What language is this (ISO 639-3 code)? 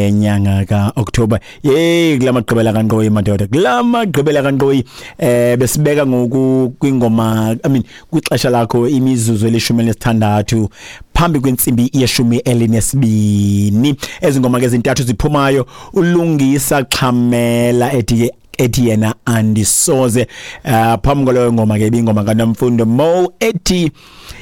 xho